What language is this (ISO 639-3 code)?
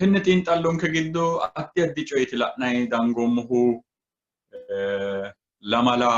sid